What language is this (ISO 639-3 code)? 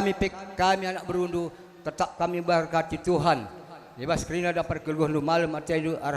btx